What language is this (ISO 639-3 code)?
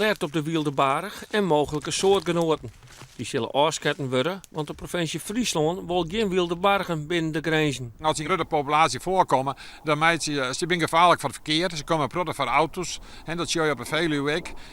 fry